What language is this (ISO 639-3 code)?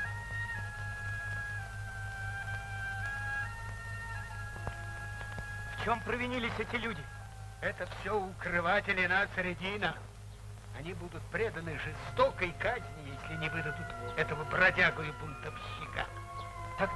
rus